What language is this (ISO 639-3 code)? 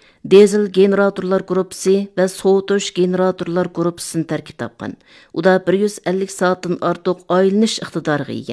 uig